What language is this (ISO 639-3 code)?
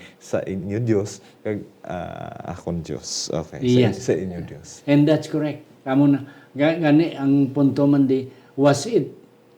hil